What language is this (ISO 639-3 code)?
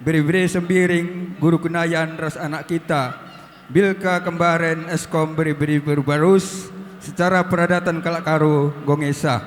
btx